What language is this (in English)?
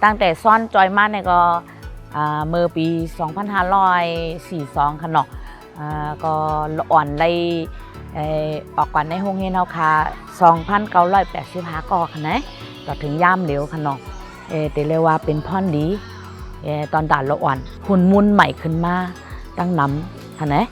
Shan